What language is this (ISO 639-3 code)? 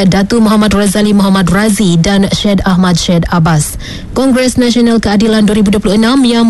msa